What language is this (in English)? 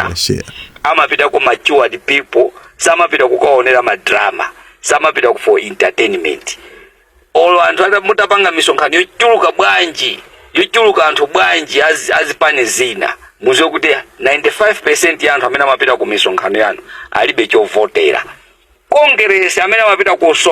Nyanja